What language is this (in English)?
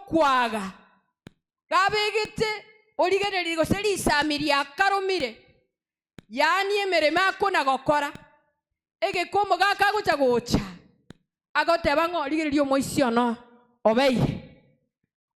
Gusii